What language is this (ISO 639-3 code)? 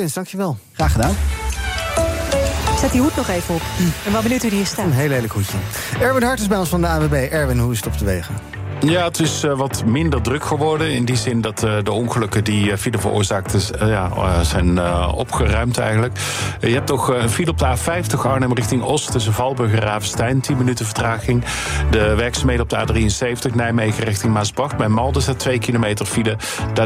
nld